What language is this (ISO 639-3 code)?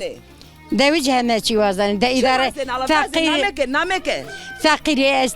zza